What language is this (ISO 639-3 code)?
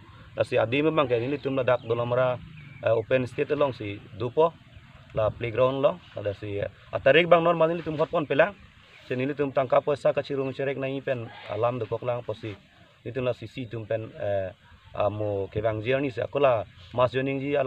mjw